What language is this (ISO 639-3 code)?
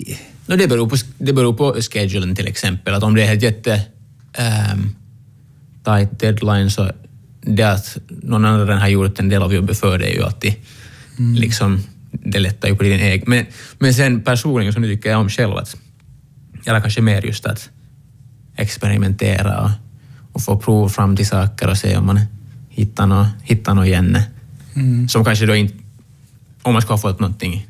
swe